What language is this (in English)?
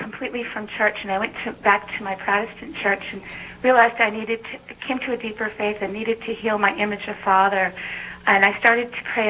English